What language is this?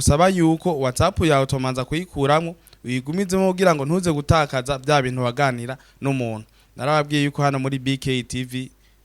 Rundi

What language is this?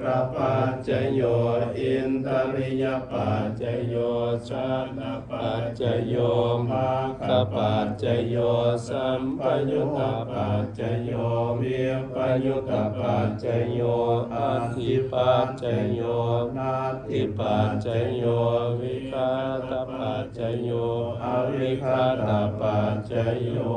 Pali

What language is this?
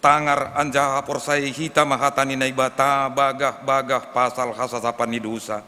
Batak Simalungun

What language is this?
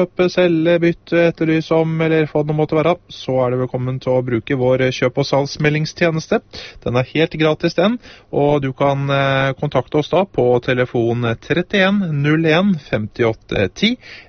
Norwegian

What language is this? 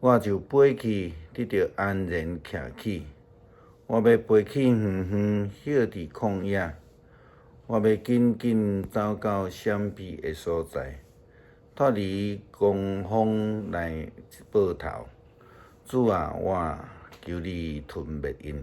Min Nan Chinese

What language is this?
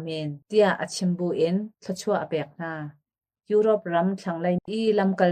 Hakha Chin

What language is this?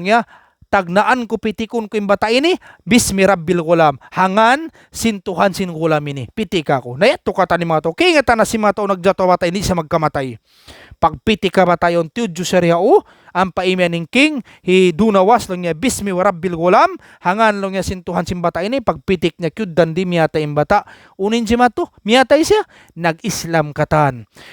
Tausug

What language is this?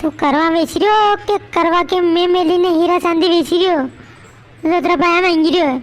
Rajasthani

